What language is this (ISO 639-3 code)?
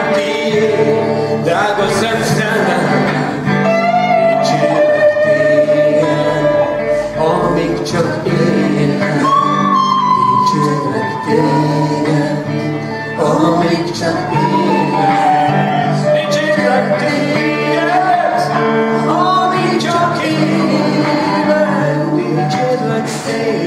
hun